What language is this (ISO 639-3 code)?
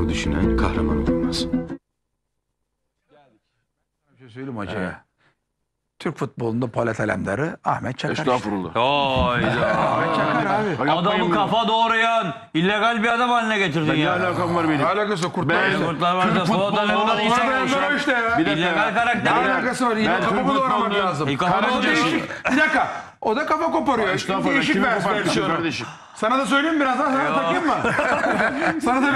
tur